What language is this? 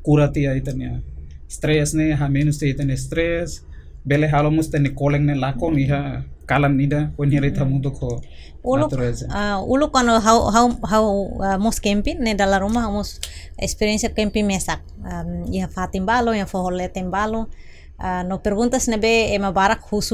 Tetum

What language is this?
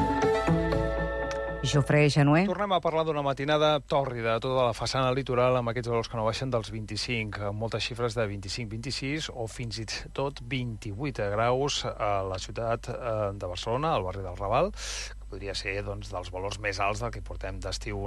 Catalan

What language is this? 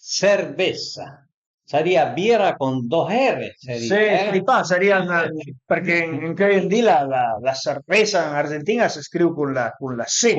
Piedmontese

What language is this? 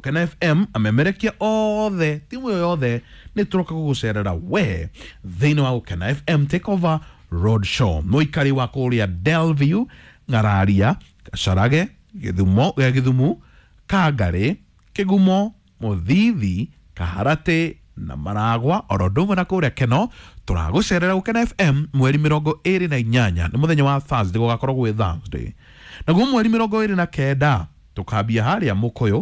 Kikuyu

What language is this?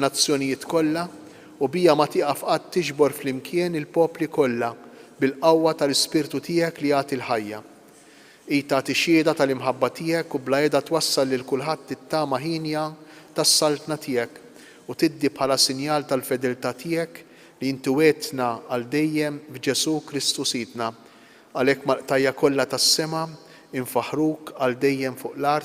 Maltese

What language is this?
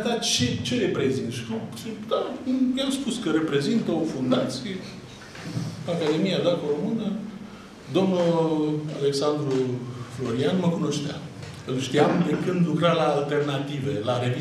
Romanian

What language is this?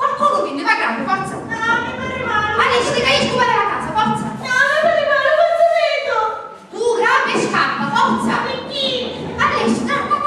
Sicilian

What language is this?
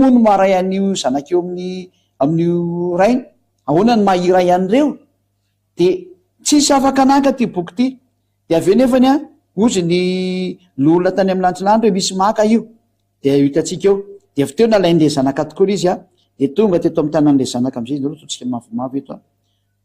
Malagasy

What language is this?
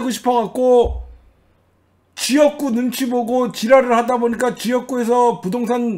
Korean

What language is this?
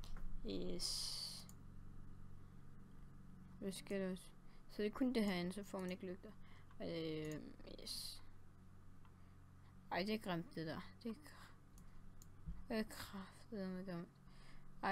Danish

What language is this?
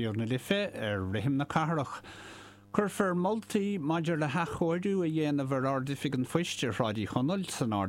Irish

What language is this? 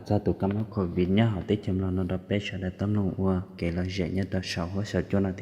Hmong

